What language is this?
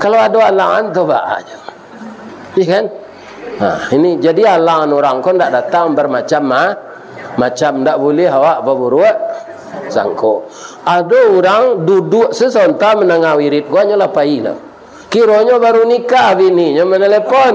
Minangkabau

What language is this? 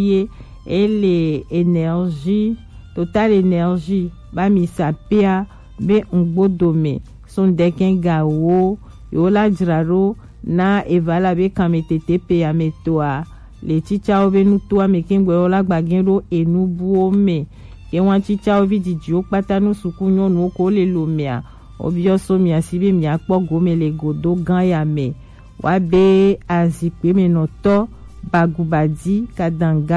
Gen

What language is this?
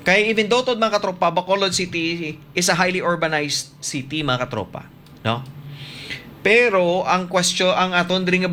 Hiligaynon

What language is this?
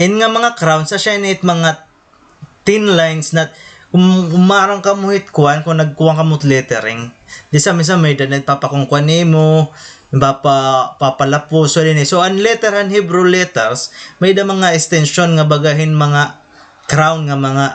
Waray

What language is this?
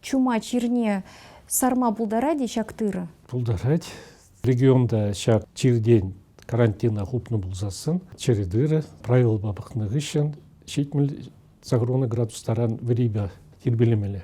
Chuvash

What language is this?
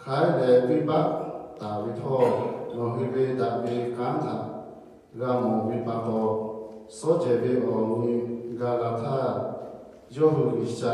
Lahu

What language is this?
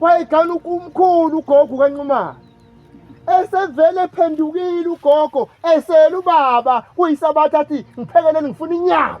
Zulu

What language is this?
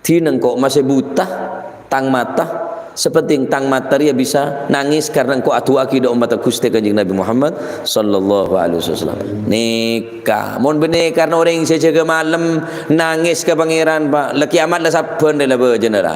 Madurese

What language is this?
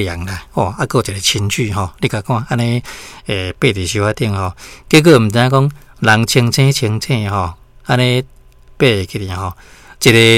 Min Nan Chinese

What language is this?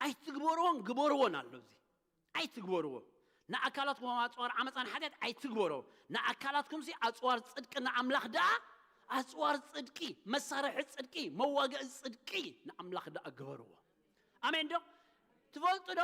Tigrinya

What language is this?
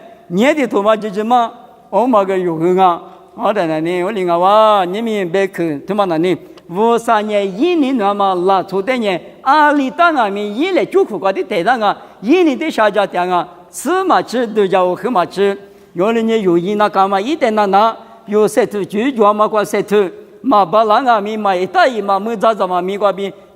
Lisu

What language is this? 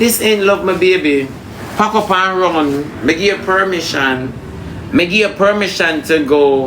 Jamaican Creole English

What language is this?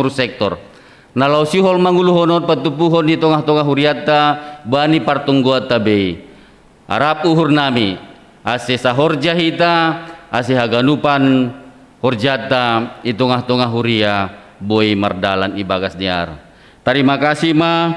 Batak Simalungun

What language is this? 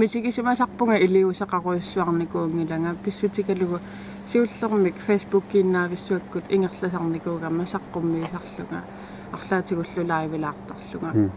Kalaallisut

